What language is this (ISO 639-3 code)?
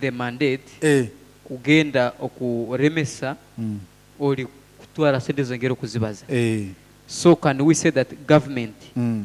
nyo